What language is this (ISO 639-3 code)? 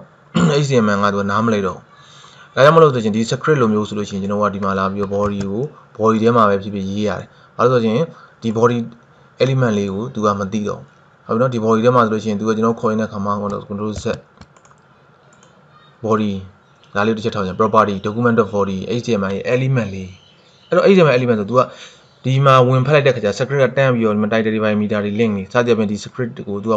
mya